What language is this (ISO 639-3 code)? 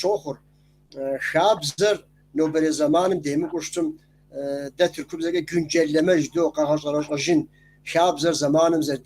kbd